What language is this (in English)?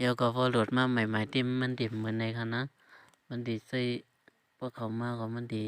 Shan